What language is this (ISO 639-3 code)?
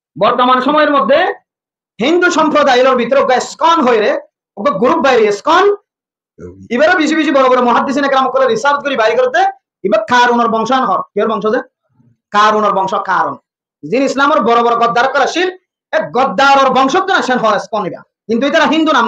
rhg